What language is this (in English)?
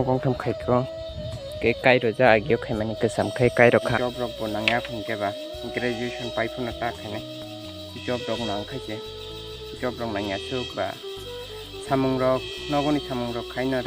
Kok Borok